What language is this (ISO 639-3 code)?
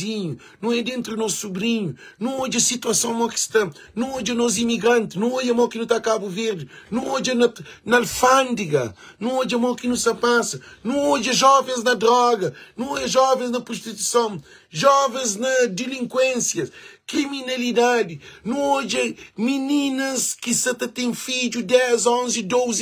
kea